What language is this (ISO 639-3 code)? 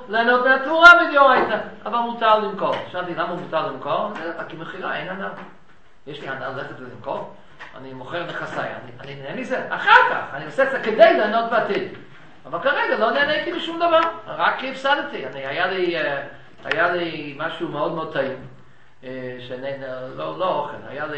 heb